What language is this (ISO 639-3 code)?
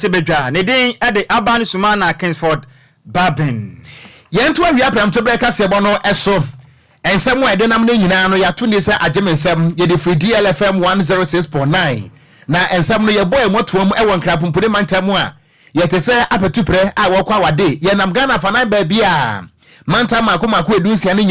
aka